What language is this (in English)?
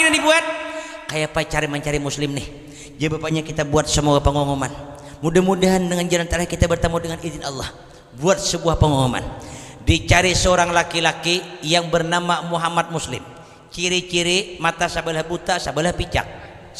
Banjar